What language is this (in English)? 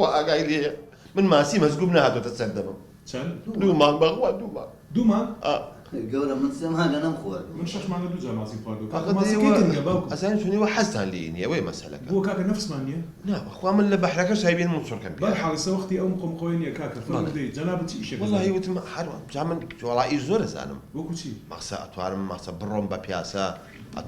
Central Kurdish